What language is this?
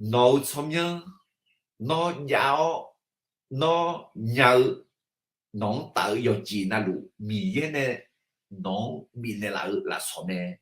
Akha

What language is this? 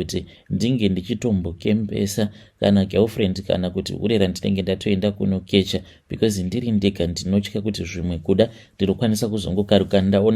Shona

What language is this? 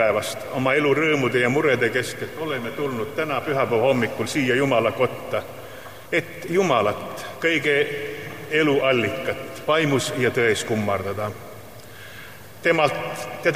Estonian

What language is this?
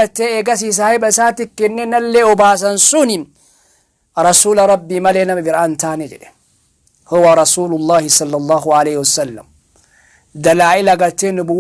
Oromo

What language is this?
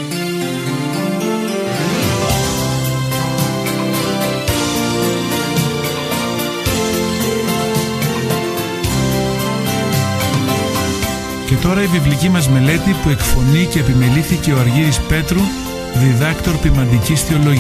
Greek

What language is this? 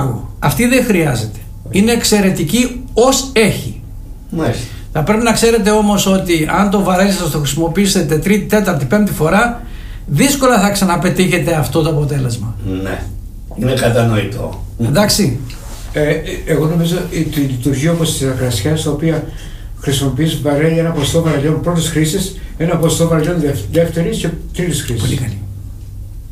Greek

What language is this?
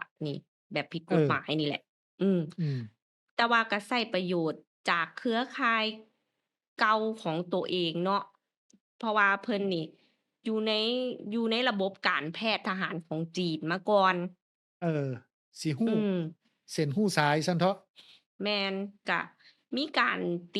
Lao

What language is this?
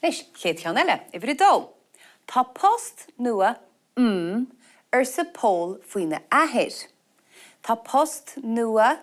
Irish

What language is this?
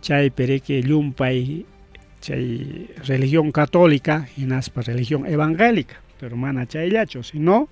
Ayacucho Quechua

